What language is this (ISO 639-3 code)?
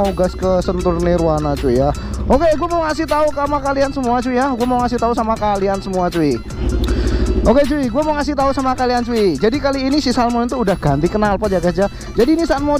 ind